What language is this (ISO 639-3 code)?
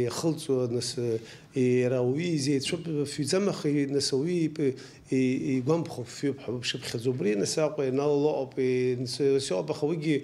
abk